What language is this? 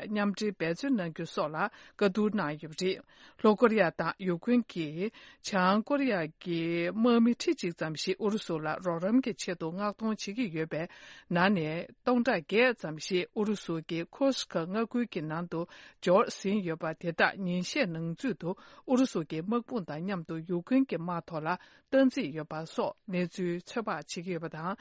Tibetan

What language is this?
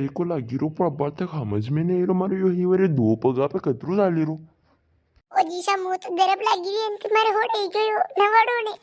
Rajasthani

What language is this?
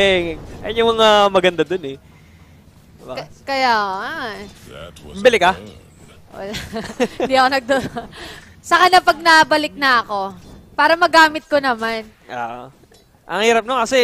Filipino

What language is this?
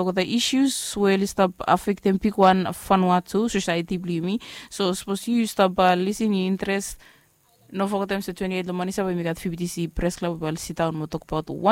Bislama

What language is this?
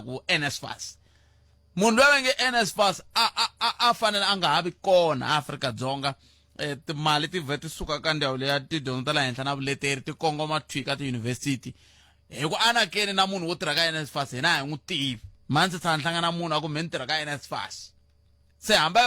Tsonga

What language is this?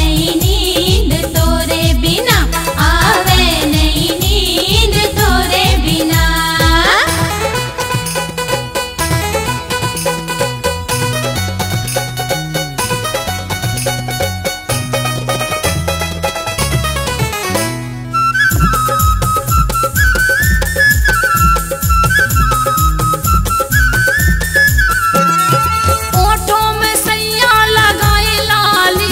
Bundeli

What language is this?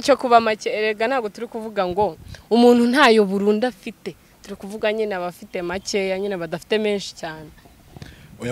Kinyarwanda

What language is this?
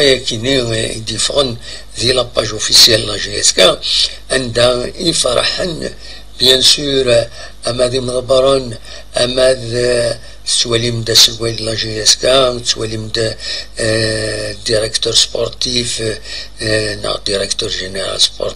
Kabyle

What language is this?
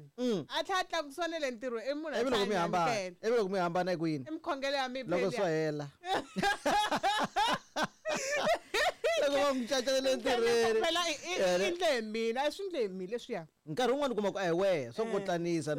Tsonga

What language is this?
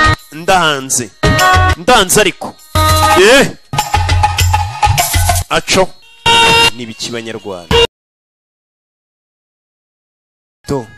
Kinyarwanda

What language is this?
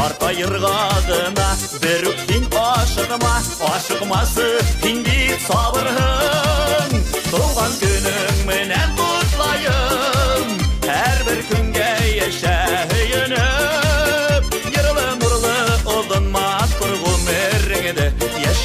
Bashkir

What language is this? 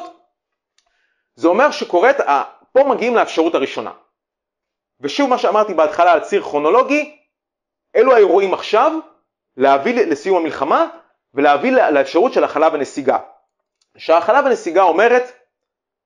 Hebrew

